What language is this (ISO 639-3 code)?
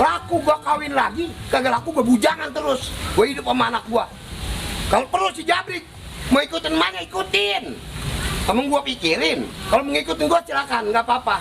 bew